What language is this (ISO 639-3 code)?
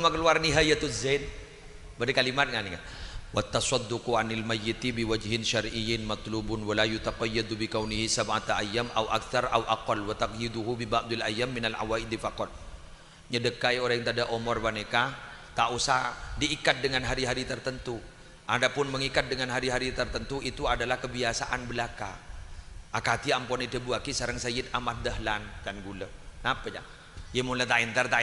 mad